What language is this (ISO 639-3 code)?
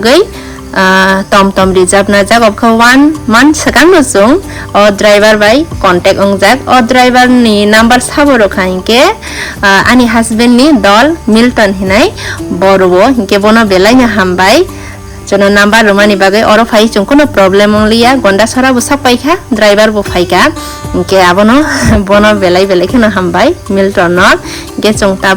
trp